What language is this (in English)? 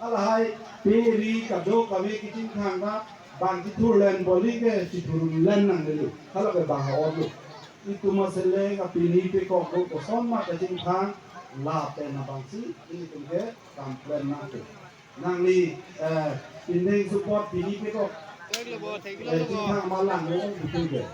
Karbi